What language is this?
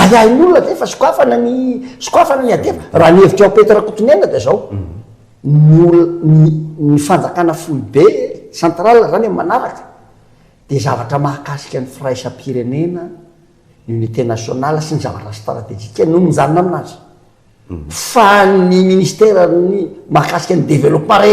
Malagasy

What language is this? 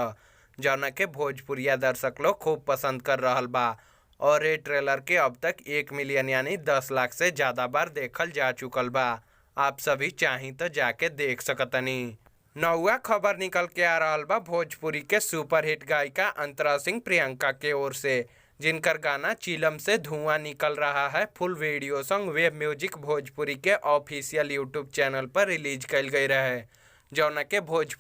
Bhojpuri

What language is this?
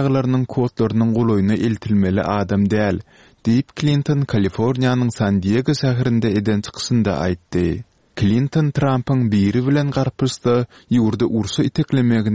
Turkmen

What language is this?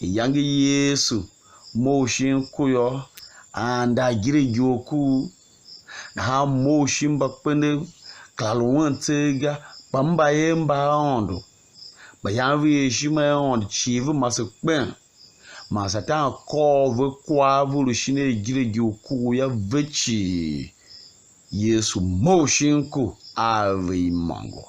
Tiv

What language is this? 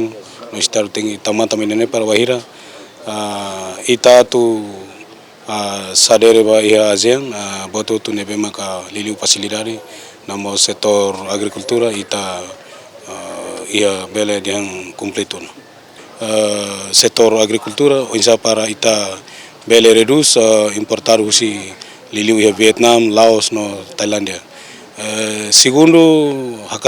Tetum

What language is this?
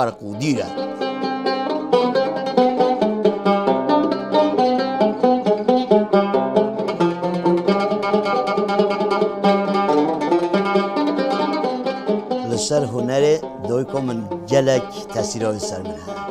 Kurdish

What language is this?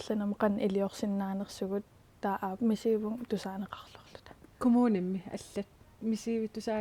Kalaallisut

